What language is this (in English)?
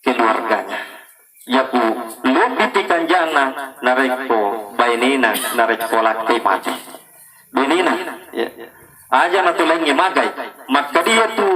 Buginese